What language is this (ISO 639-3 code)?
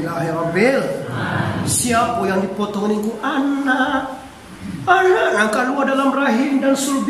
min